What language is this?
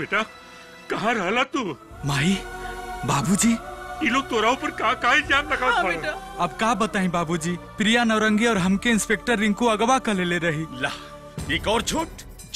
Bhojpuri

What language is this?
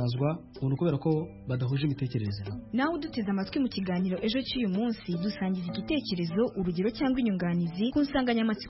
Kinyarwanda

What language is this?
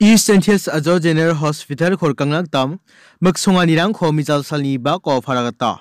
Garo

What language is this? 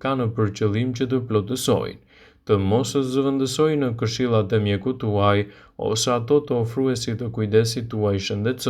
Albanian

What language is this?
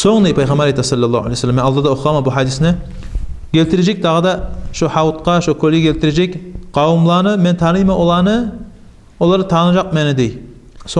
Kumyk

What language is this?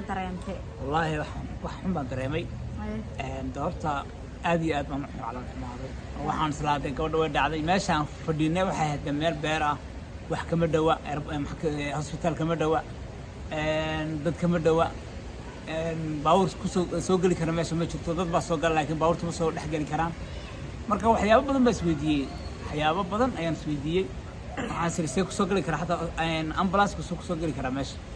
Somali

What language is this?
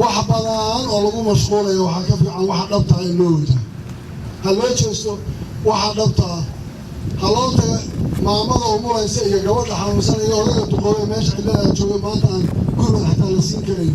Somali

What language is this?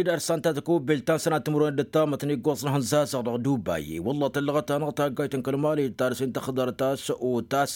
Tamasheq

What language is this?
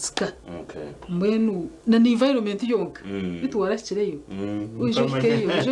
Nyankole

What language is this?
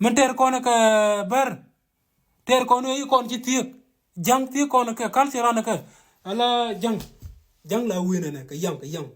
Nuer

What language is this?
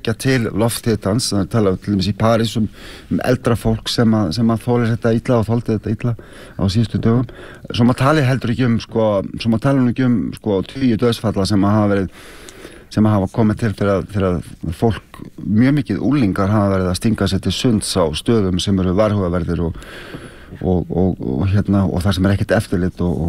Icelandic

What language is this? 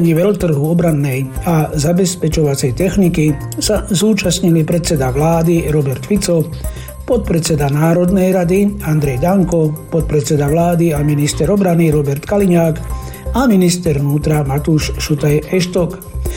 Slovak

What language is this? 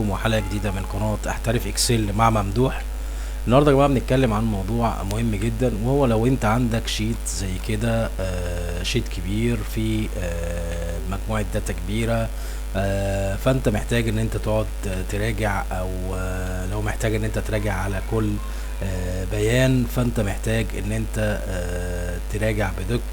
Egyptian Arabic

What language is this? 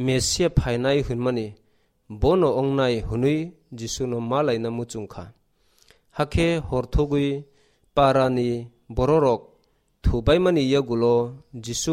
Kok Borok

